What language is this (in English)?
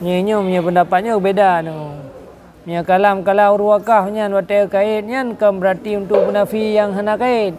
Achinese